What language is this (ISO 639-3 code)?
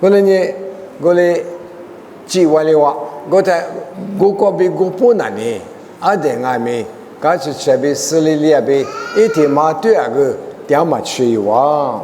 lis